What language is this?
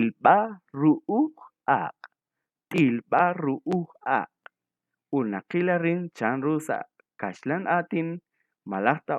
Kekchí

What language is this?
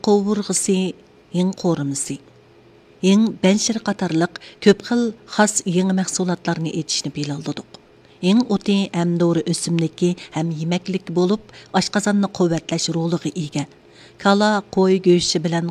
Uyghur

